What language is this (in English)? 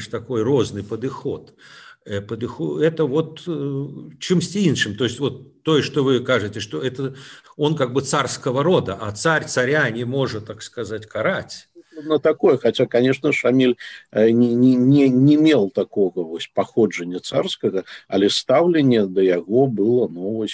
Belarusian